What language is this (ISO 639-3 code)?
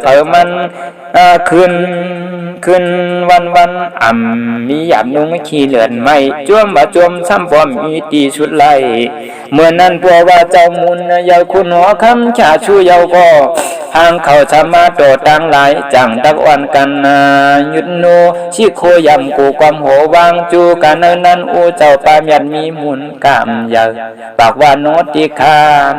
shn